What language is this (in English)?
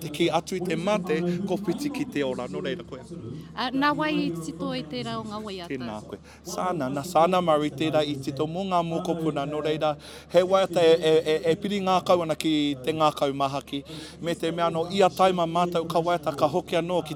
Māori